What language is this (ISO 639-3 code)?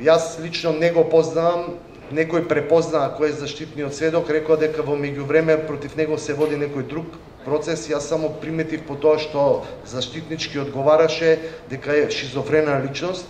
mkd